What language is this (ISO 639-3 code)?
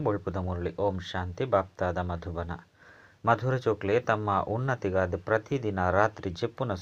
tcy